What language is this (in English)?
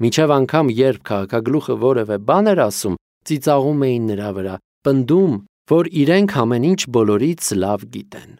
Armenian